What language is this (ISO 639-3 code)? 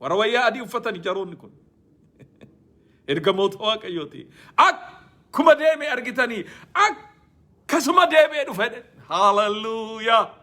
orm